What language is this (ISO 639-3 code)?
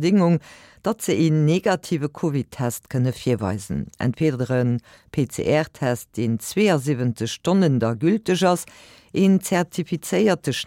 ltz